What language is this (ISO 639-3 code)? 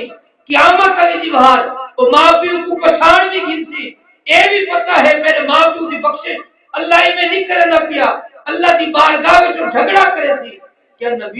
skr